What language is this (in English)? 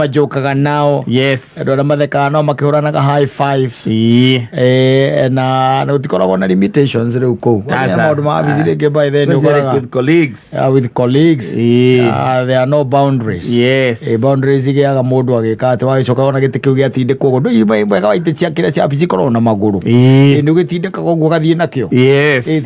Kikuyu